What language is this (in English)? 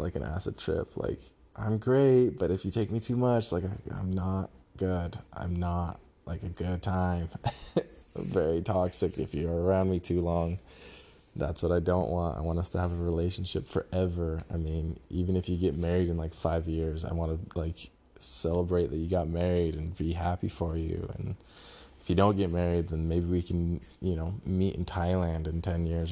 English